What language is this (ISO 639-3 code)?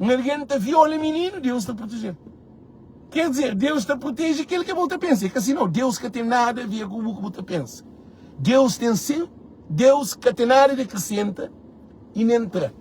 kea